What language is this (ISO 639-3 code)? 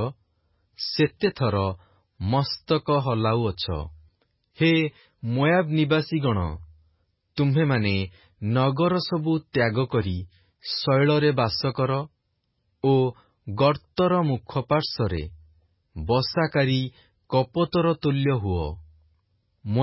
ori